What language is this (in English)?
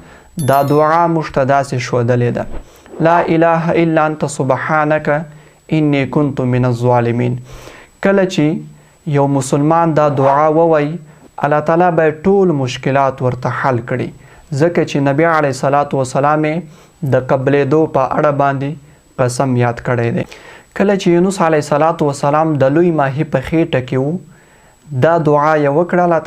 Pashto